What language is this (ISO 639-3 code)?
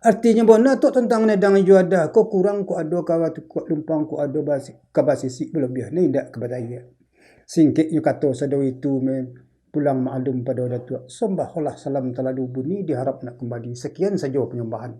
min